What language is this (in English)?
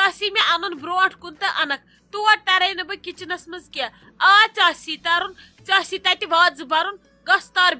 Kashmiri